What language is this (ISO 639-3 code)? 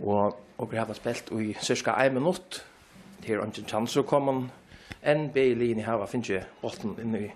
fao